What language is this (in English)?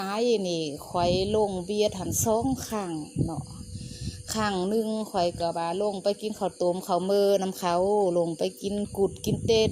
Lao